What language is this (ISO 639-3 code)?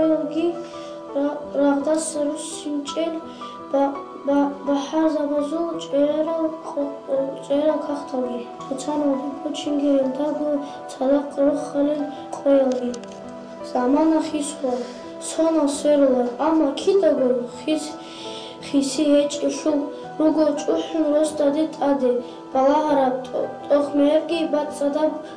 ava